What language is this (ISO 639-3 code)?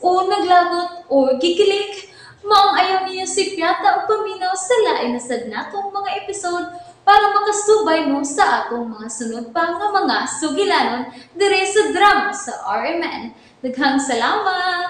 ceb